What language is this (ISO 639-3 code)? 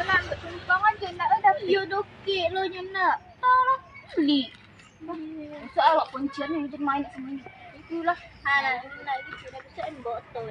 min